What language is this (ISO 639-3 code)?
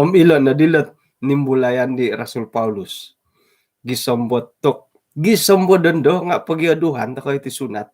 dtp